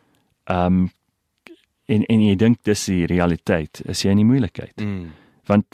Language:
Afrikaans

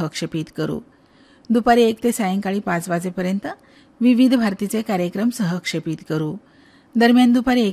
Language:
Marathi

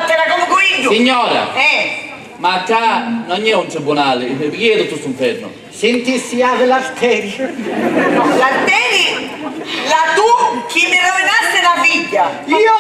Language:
Sicilian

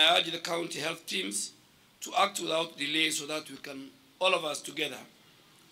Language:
Kamba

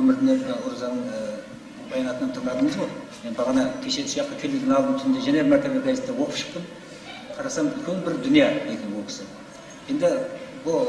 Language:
Kara-Kalpak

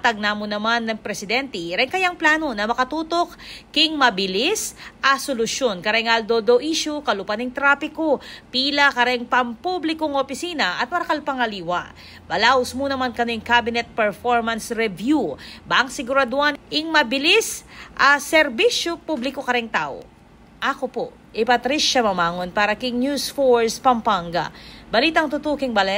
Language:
Pampanga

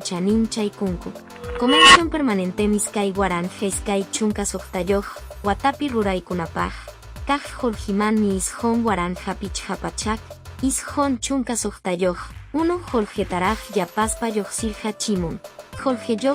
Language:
Quechua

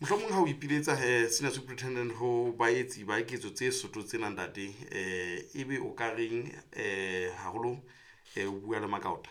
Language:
Southern Sotho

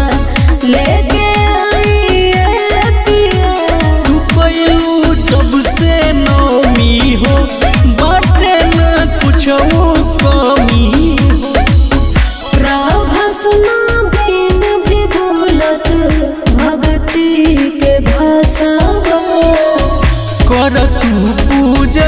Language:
Bhojpuri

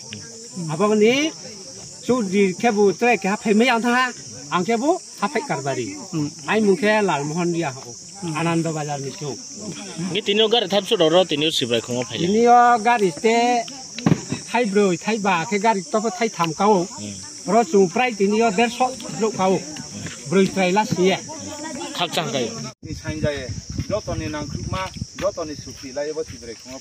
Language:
Riang (India)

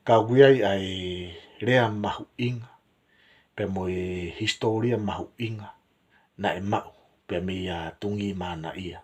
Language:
Tongan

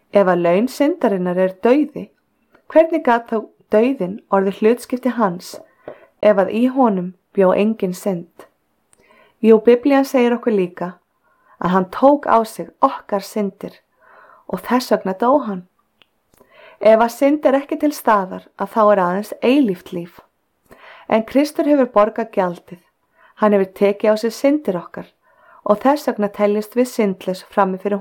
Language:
Icelandic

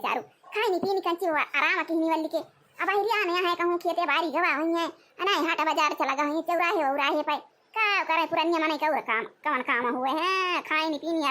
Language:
Awadhi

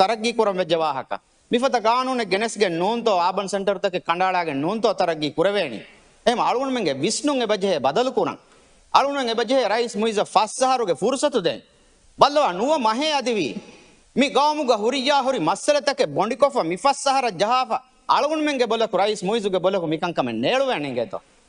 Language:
Divehi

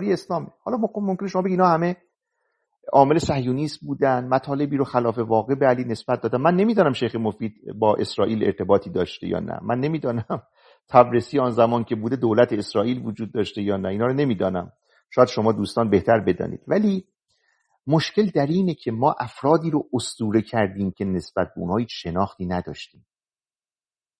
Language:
Persian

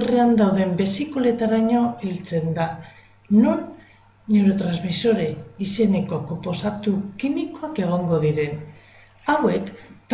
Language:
Basque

